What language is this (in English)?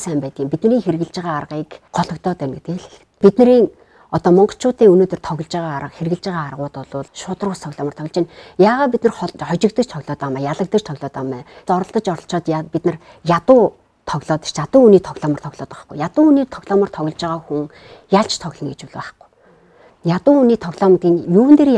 Mongolian